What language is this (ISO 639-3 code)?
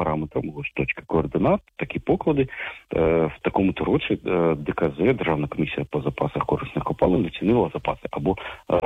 ukr